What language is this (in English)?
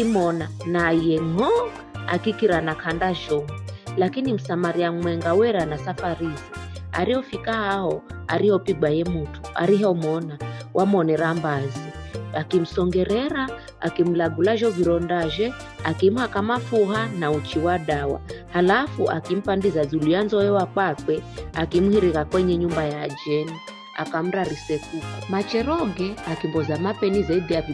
Giryama